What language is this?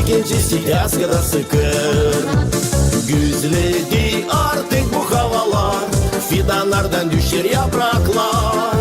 Gagauz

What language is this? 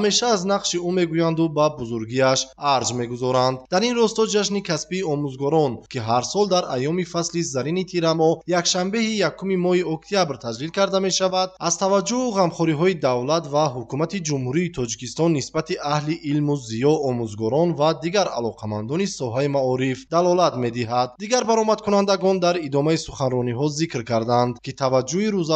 Tajik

